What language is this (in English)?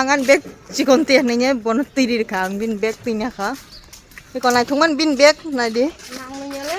Kok Borok